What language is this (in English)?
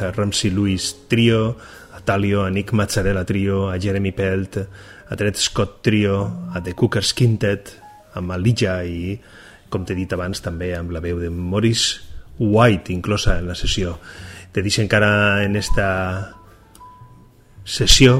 Catalan